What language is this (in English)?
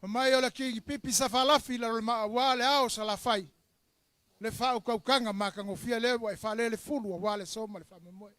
Samoan